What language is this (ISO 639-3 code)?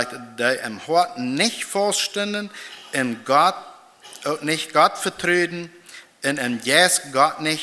pdt